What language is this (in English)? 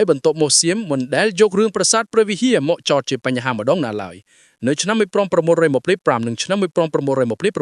Khmer